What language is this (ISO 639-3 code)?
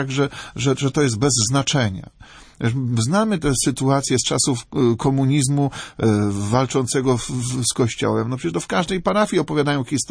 pol